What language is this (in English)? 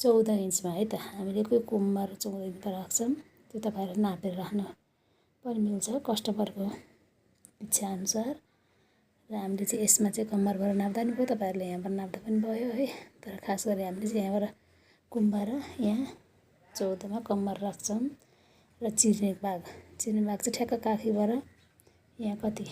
Nepali